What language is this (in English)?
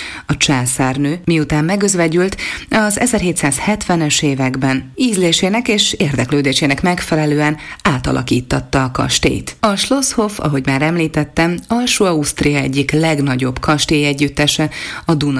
Hungarian